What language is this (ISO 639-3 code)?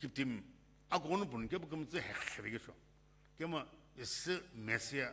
nsm